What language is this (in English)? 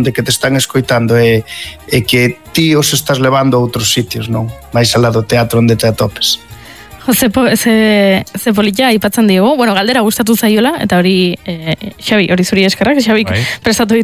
Basque